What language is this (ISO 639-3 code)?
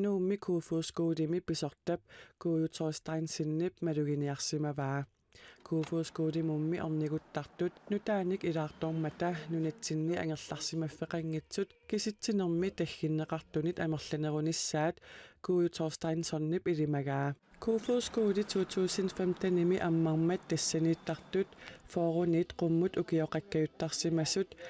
kal